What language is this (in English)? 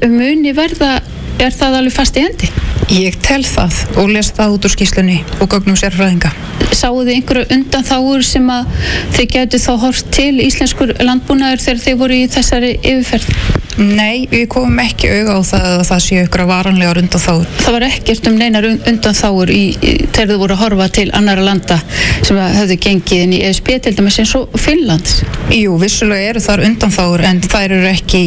Icelandic